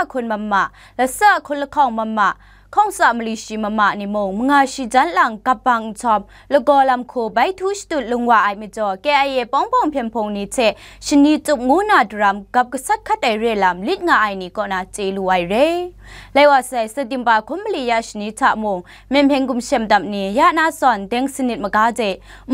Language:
Kachin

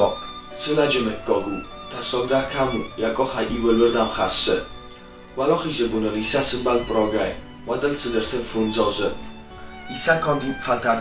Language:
Ossetic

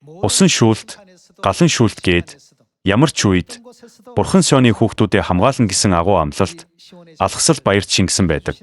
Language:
Mongolian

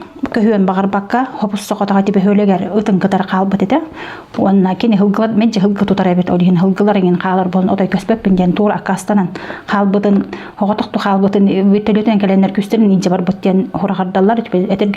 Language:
Yakut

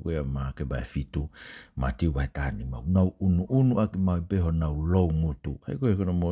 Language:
Tongan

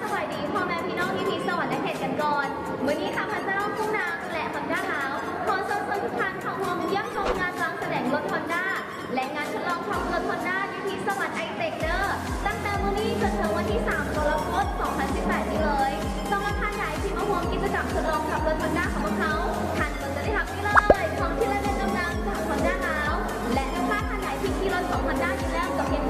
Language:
Lao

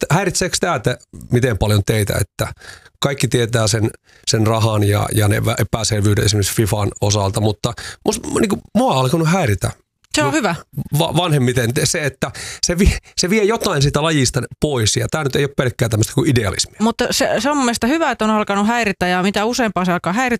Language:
Finnish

